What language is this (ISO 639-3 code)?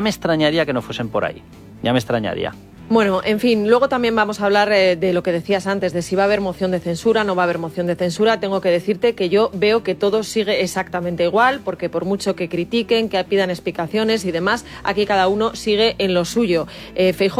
spa